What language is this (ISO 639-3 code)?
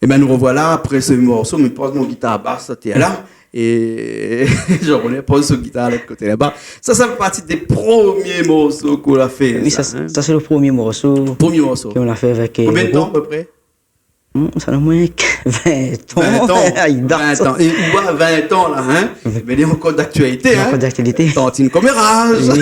rcf